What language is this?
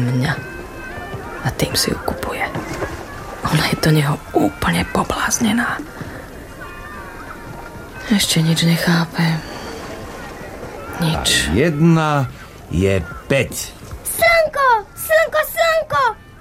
Slovak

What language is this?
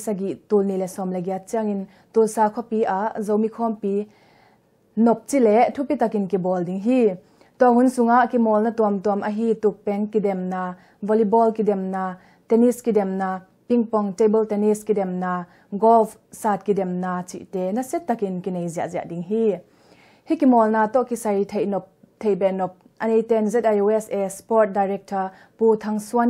Tedim Chin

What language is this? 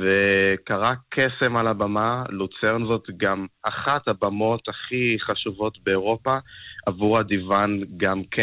Hebrew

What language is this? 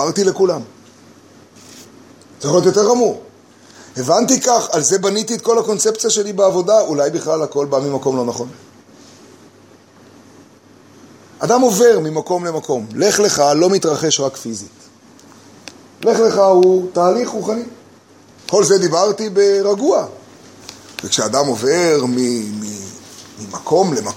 Hebrew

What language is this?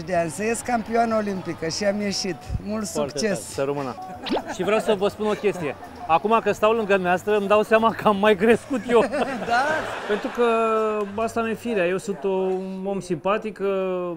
Romanian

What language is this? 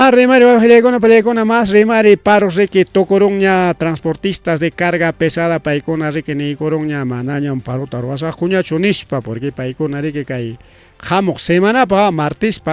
Ayacucho Quechua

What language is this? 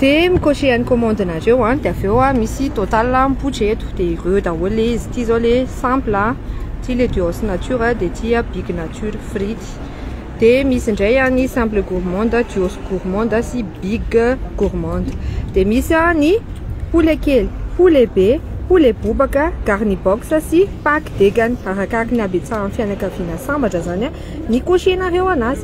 Malagasy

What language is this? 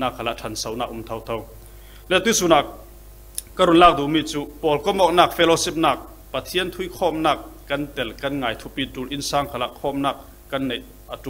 Falam Chin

